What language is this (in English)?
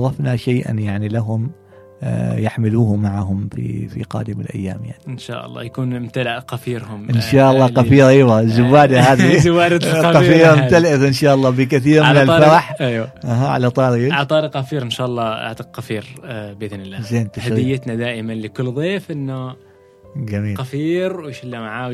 Gulf Arabic